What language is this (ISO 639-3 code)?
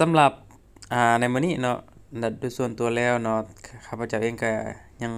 lao